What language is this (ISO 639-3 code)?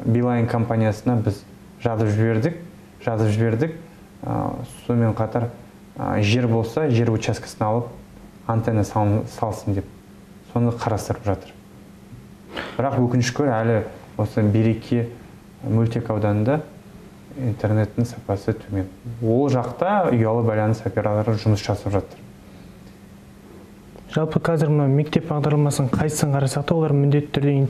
kaz